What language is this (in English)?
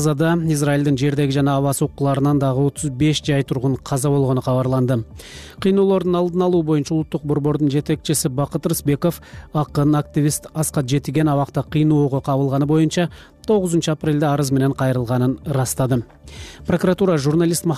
Kyrgyz